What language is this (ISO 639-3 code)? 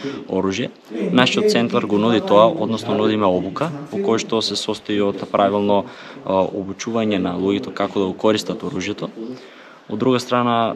mkd